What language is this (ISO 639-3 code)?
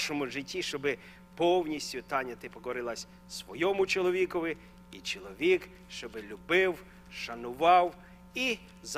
ukr